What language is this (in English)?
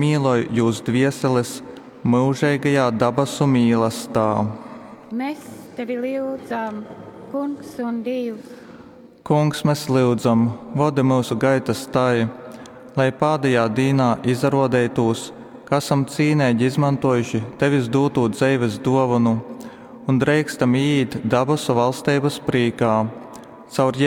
Latgalian